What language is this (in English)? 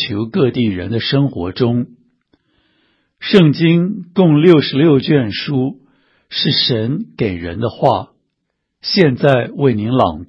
Chinese